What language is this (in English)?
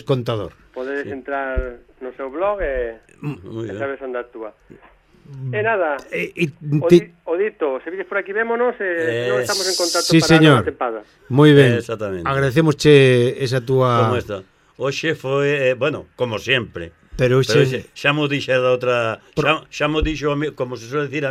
Galician